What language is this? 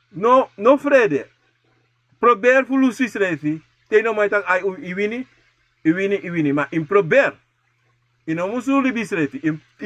Sranan Tongo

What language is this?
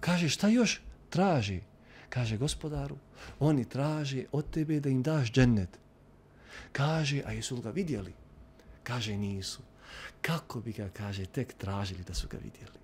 Bosnian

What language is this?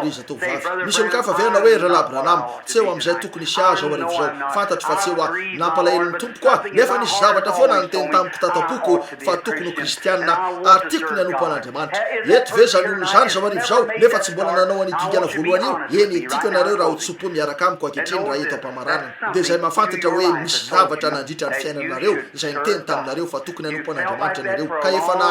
Malagasy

